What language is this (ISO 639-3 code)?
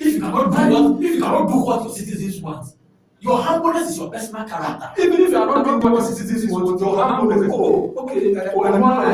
ewe